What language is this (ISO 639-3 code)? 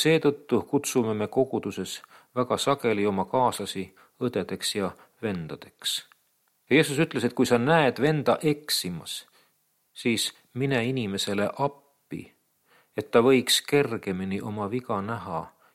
est